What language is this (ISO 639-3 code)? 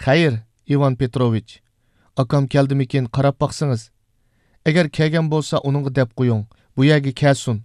uig